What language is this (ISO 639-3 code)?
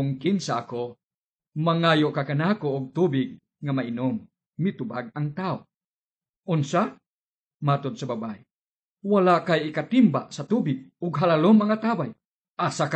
ceb